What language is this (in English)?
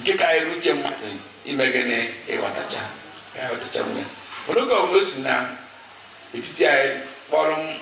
Igbo